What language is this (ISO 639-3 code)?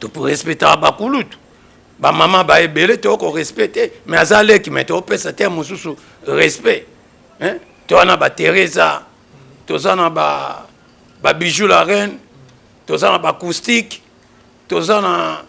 lin